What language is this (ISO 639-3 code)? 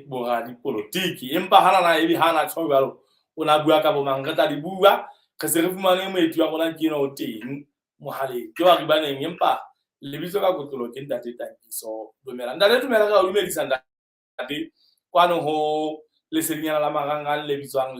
sot